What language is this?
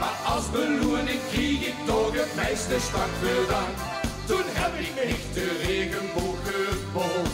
Limburgish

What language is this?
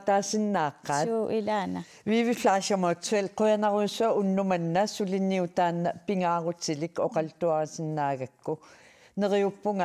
Kalaallisut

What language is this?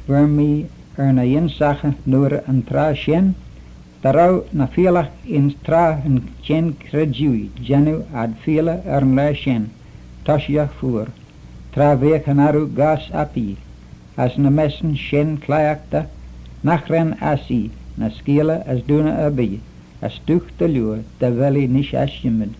Manx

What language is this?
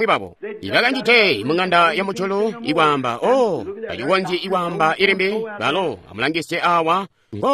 Tonga (Zambia)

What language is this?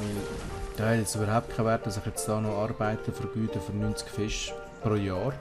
Swiss German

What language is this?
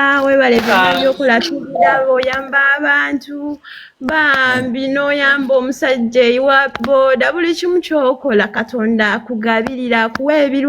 Ganda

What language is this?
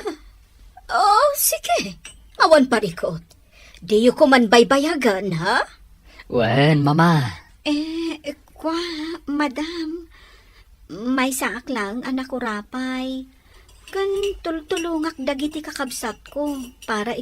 Iloko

